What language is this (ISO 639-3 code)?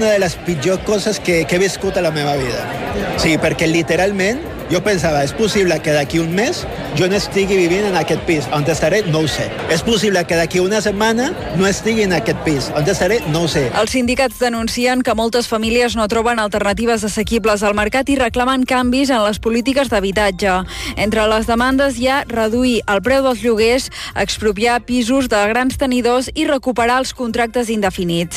cat